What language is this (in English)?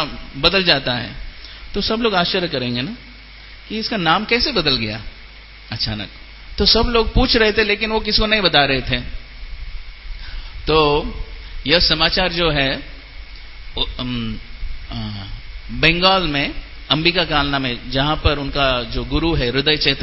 Hindi